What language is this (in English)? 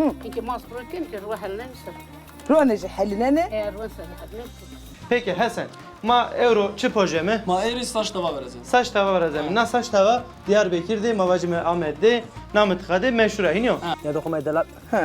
Zaza